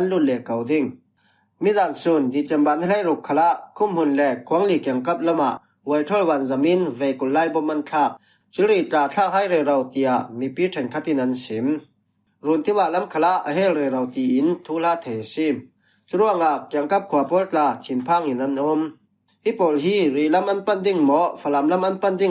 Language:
Falam Chin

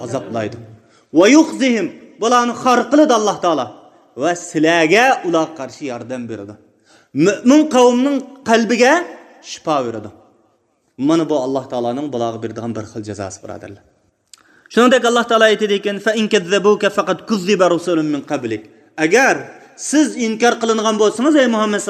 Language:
Uyghur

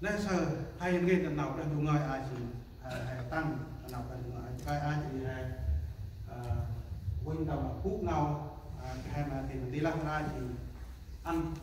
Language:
Central Mnong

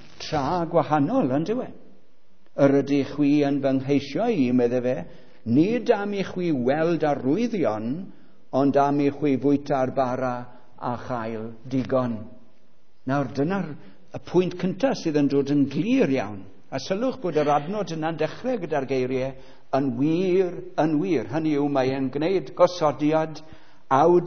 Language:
Welsh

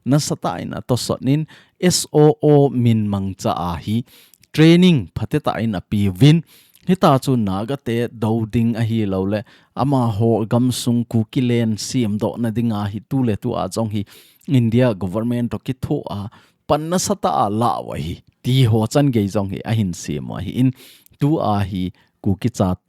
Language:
Thado Chin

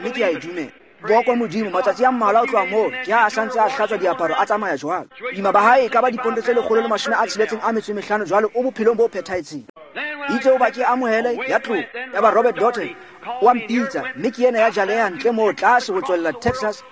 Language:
Tswana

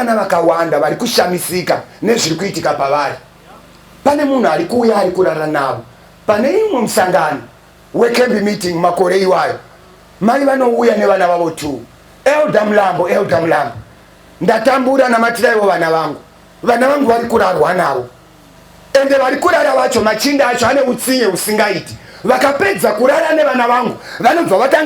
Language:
Shona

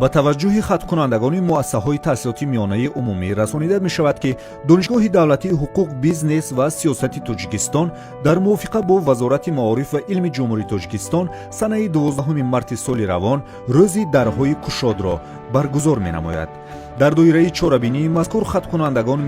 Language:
Tajik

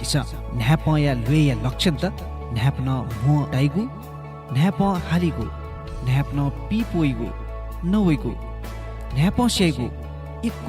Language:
Newari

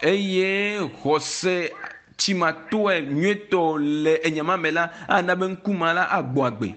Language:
Ewe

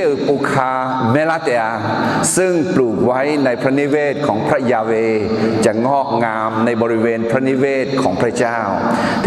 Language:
Akha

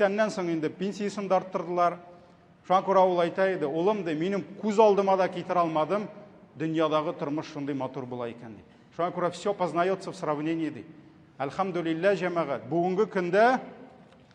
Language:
Tatar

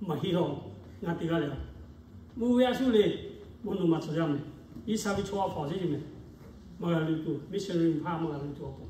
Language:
Lahu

